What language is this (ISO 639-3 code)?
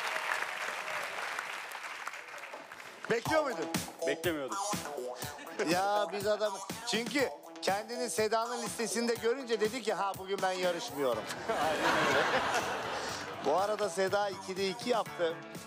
tur